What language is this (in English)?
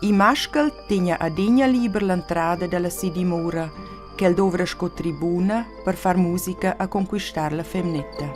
Romansh